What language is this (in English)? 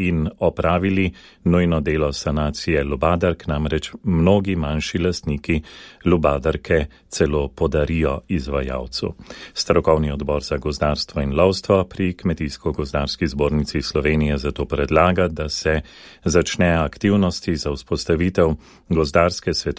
Slovenian